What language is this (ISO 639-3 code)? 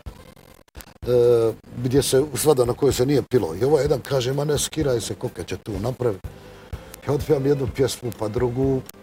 bos